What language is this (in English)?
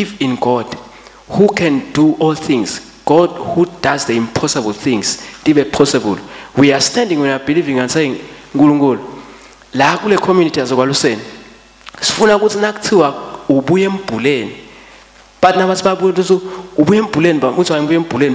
Swati